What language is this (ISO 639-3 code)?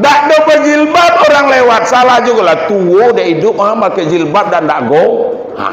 min